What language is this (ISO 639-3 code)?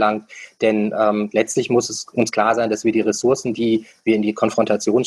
deu